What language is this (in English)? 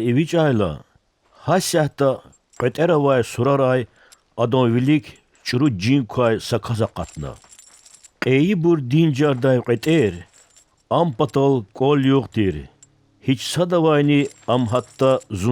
Lezghian